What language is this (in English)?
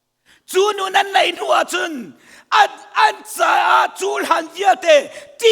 Hakha Chin